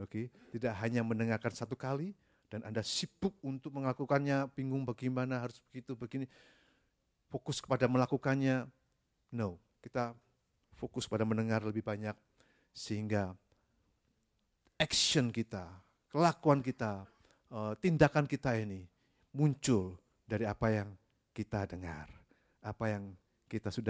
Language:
Indonesian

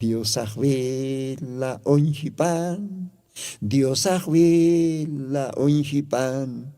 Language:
Aymara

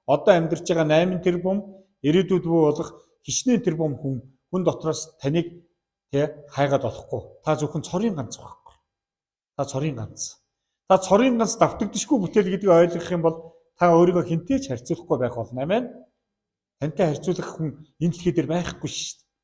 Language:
Mongolian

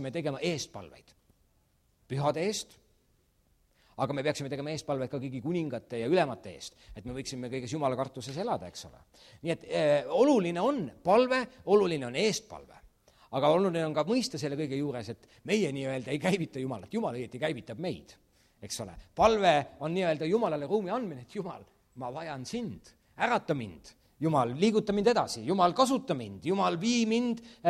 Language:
Estonian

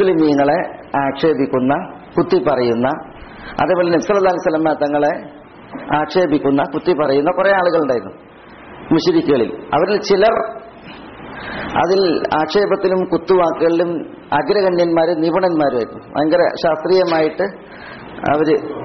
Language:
Malayalam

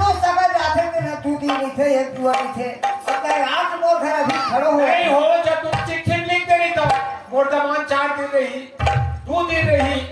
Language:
Chhattisgarhi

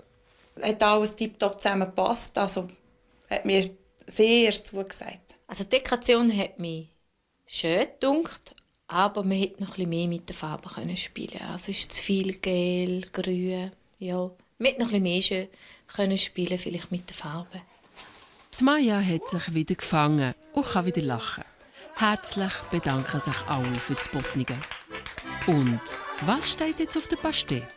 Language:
Swiss German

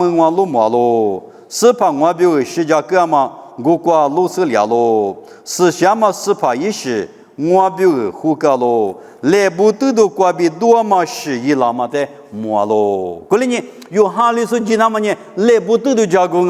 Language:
Lisu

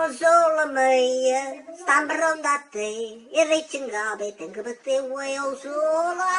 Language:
Neapolitan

